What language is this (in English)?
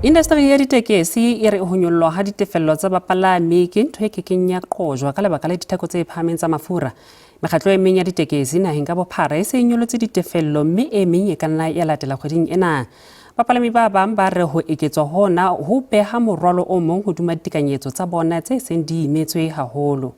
Southern Sotho